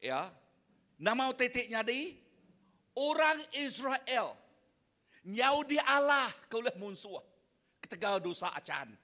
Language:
Iban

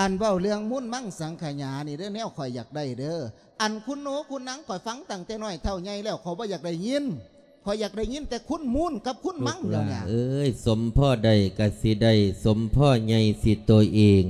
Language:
Lao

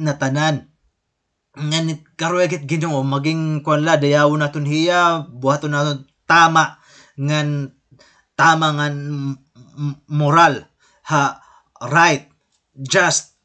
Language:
Waray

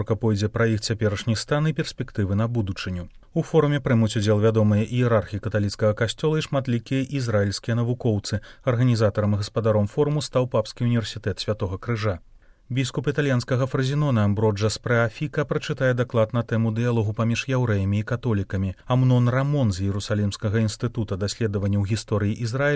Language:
Belarusian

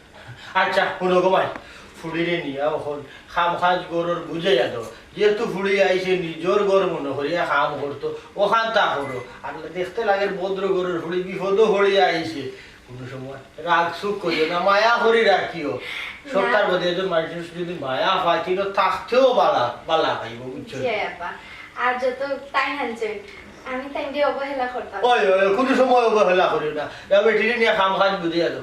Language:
Sylheti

